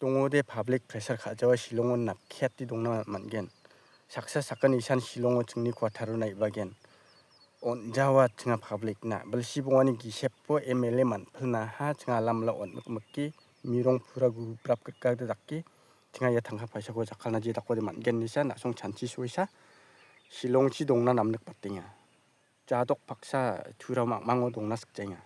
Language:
Garo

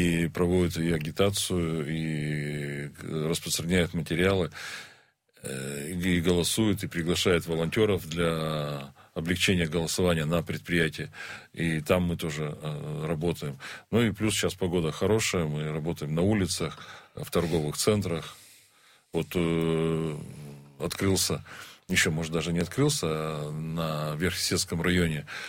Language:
Russian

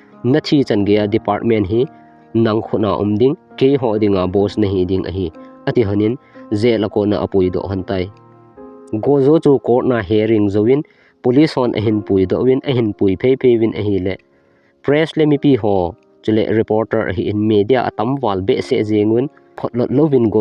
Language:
Thado Chin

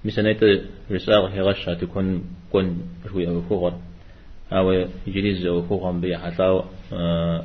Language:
Kabardian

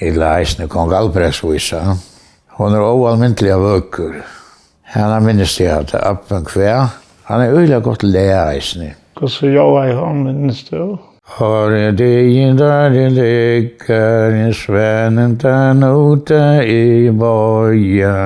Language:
Faroese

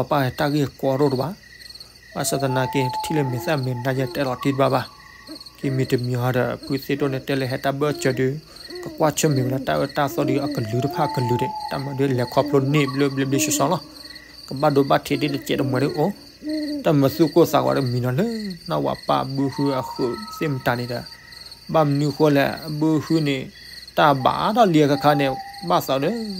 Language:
S'gaw Karen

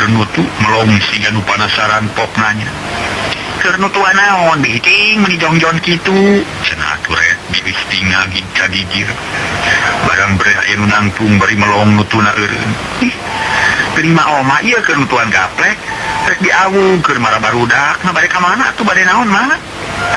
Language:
Sundanese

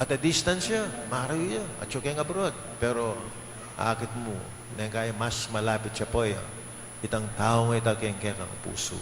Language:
Pampanga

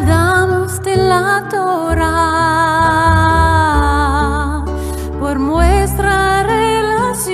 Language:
Ladino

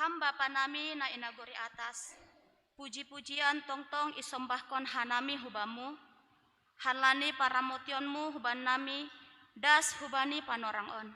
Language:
Batak Simalungun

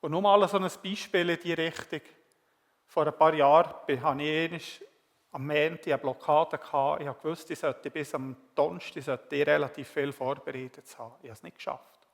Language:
Swiss German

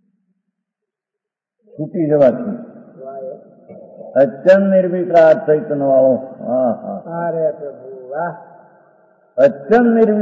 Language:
Gujarati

